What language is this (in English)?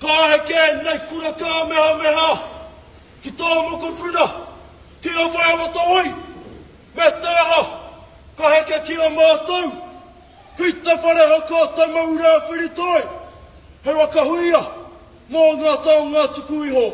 Māori